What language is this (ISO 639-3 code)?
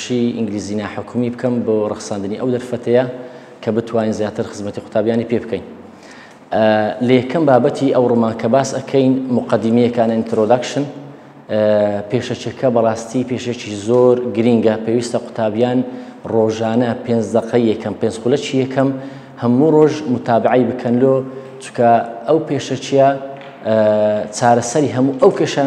ckb